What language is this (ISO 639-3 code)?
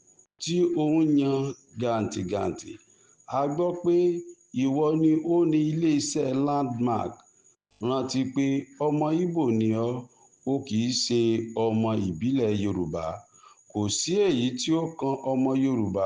yor